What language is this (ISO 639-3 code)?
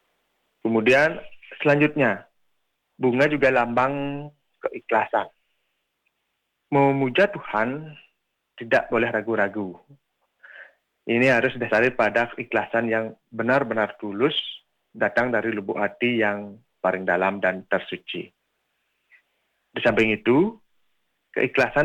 ind